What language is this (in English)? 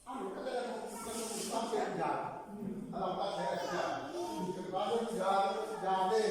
Tsonga